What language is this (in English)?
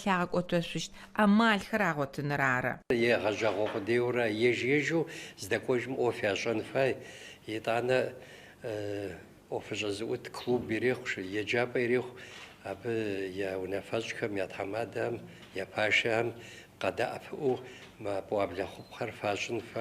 Adyghe